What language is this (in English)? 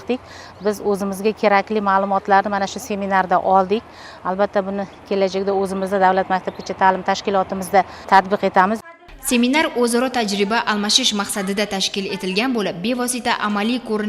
Uzbek